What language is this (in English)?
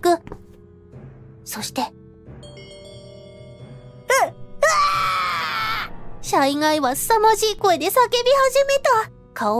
Japanese